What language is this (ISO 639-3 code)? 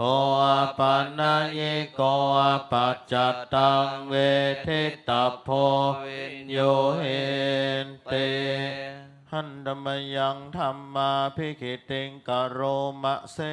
pli